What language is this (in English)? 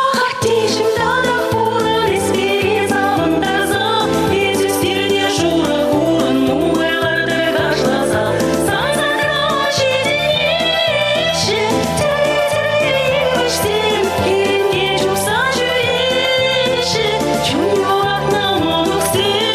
Chuvash